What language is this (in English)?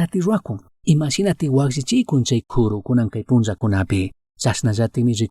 Chimborazo Highland Quichua